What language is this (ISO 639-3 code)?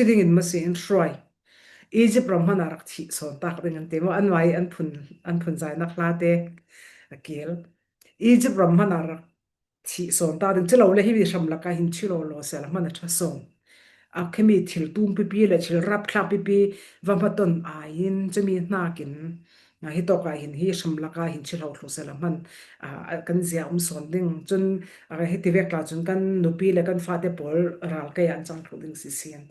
cfm